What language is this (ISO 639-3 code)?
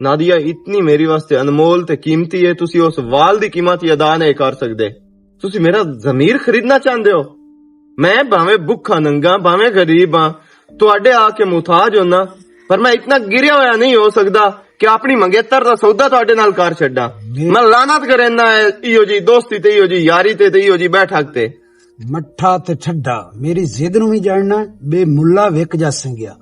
lah